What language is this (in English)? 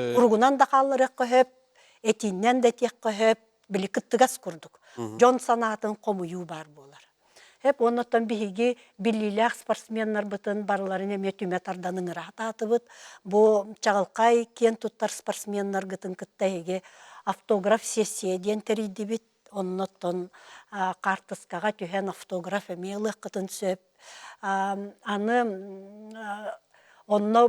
Yakut